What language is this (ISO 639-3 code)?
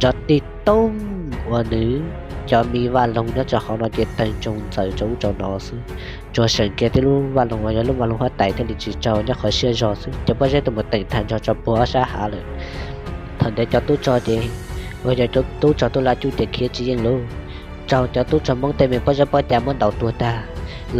hmn